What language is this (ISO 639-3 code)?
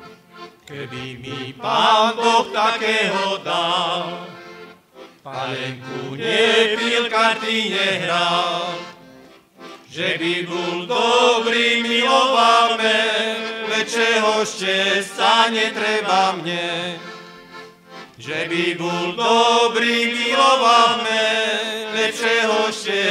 slk